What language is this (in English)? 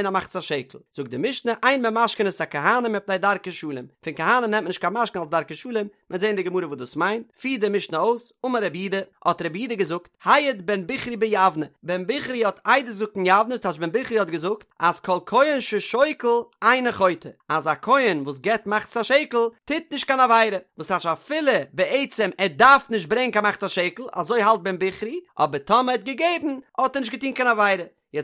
Yiddish